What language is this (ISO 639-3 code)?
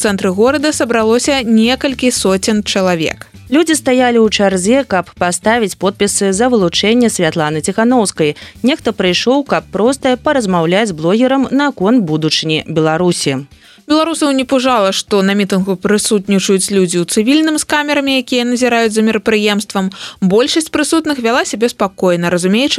bel